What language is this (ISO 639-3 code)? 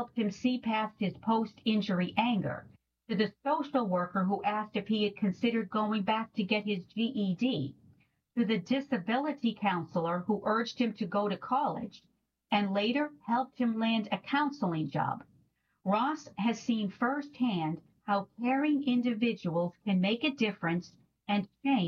eng